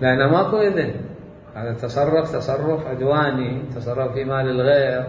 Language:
Mesopotamian Arabic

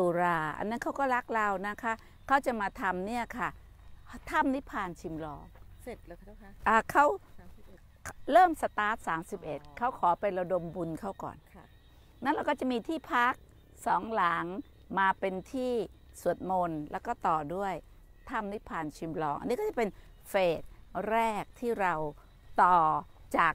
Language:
Thai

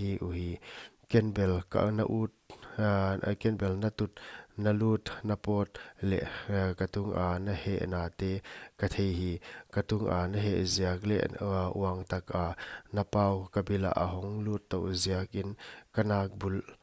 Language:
Paite Chin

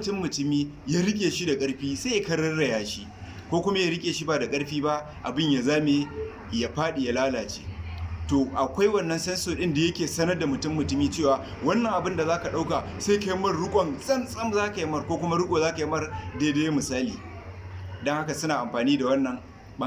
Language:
Hausa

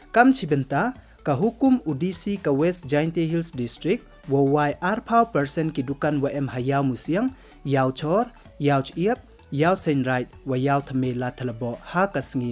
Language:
Pnar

